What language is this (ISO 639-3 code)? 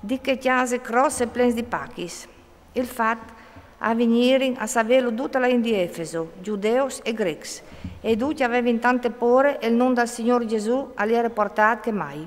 fur